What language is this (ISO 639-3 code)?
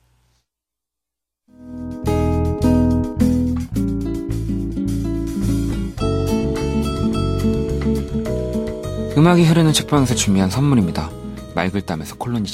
kor